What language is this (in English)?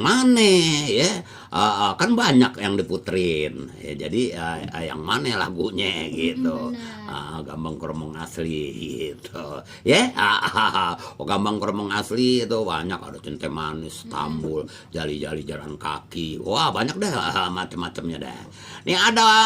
Betawi